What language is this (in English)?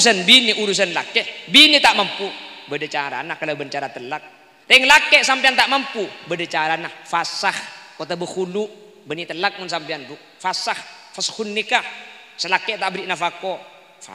Madurese